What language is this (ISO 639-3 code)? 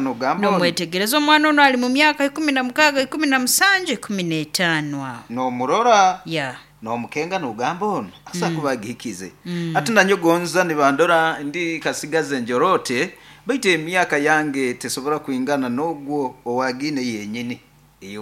nyo